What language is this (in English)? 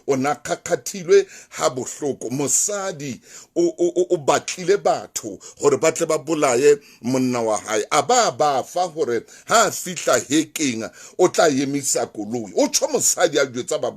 Southern Sotho